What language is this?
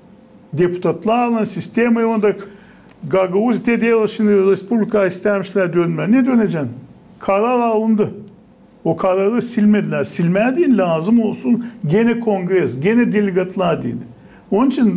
Gagauz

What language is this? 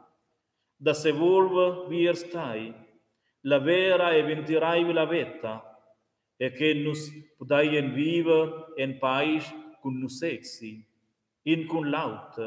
Romansh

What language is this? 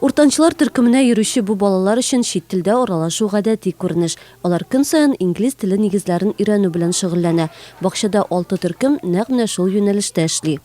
Tatar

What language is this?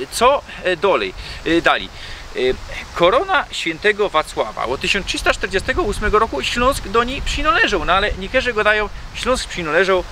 Silesian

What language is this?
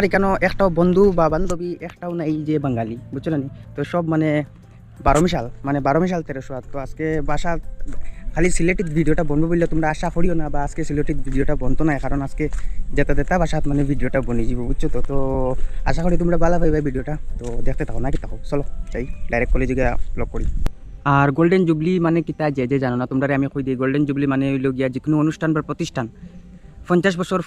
Sylheti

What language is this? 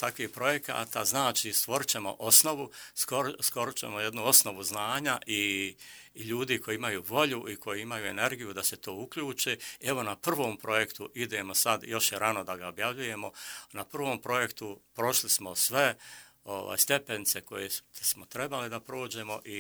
Bosnian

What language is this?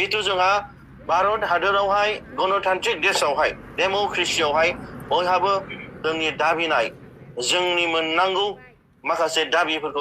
Bodo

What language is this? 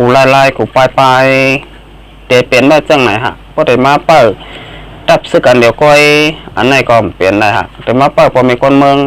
Shan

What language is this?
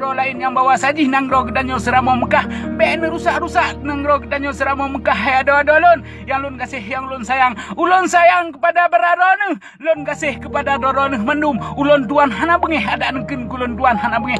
Achinese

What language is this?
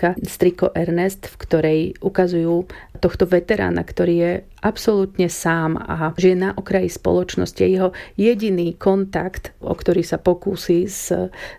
Slovak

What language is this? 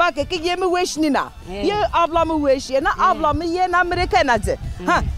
Zaza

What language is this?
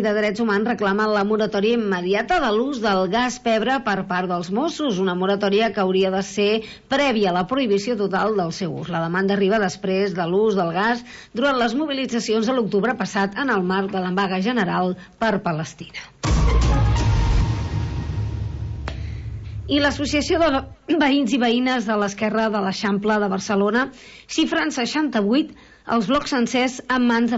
Catalan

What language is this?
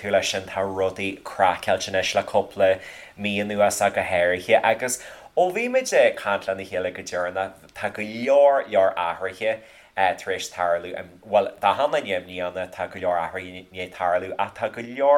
Irish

